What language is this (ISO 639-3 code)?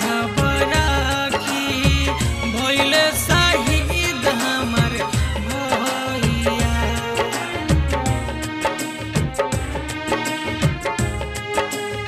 bho